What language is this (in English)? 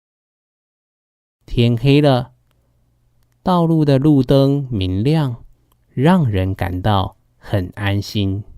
Hakka Chinese